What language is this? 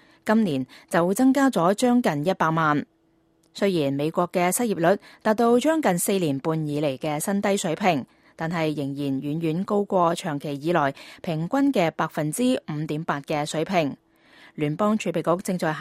Cantonese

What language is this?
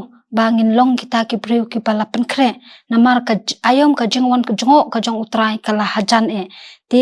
Khasi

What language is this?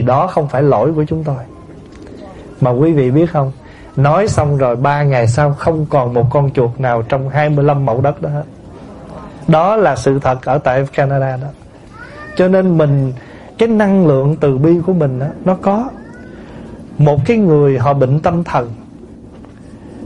Vietnamese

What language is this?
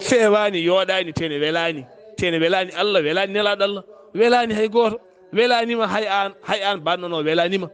Fula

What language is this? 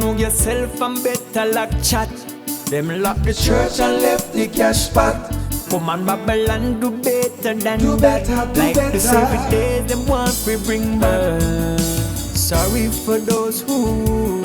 Jamaican Creole English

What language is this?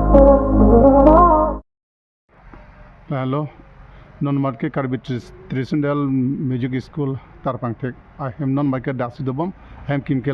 Karbi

